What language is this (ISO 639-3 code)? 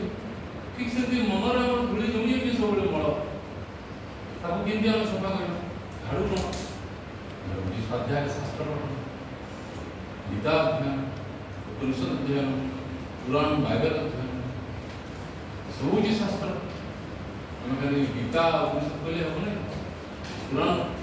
ori